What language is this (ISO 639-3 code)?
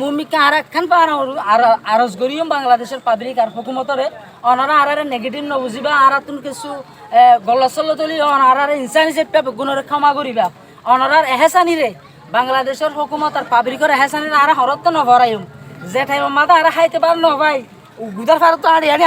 rhg